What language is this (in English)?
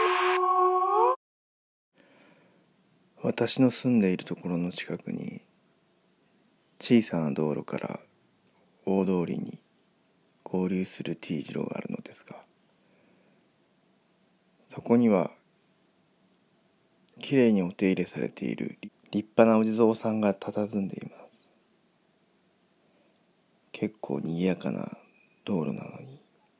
Japanese